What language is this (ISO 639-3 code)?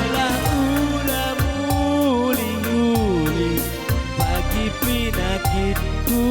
btx